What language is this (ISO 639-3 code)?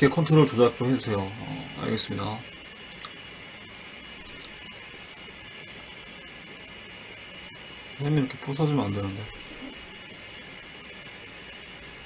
kor